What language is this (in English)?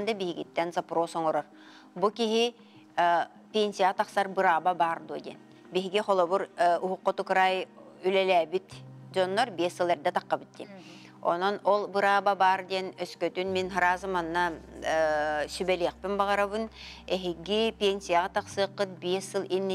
Yakut